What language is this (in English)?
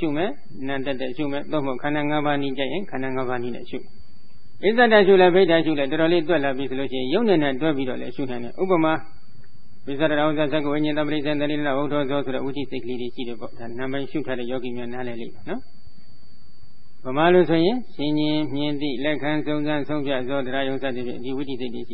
Burmese